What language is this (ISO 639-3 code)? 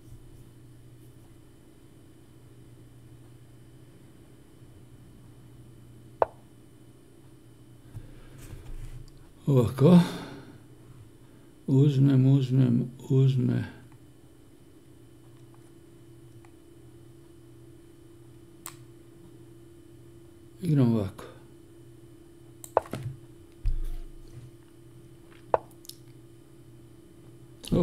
hrv